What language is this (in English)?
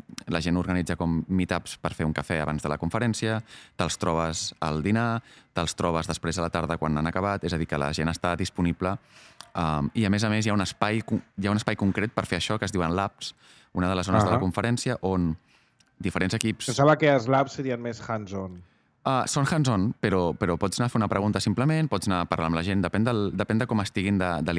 Catalan